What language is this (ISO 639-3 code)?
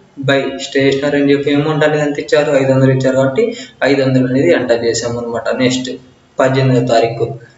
tel